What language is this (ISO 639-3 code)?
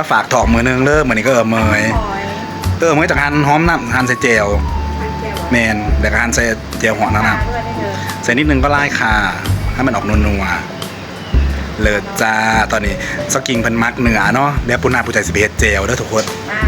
tts